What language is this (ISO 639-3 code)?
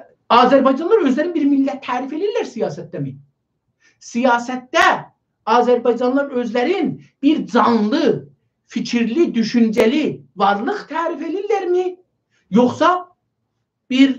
azb